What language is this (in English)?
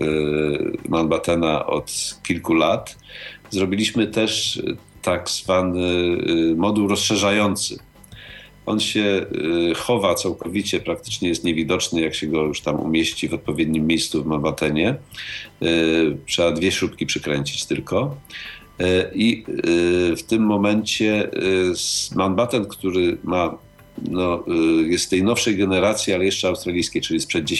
Polish